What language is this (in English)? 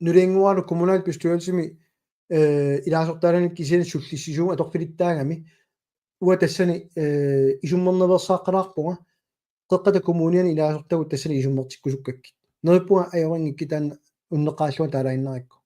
Kalaallisut